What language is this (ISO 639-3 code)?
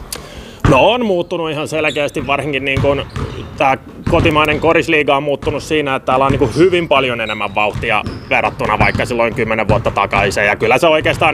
fin